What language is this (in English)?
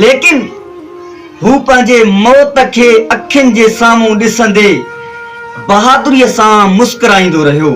Sindhi